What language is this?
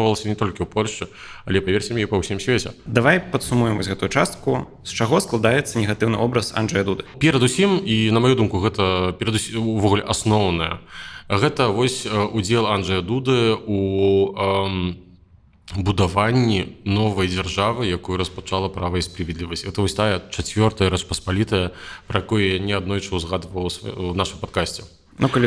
Belarusian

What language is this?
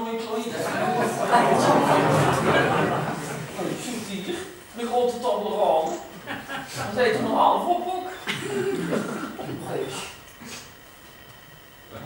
Dutch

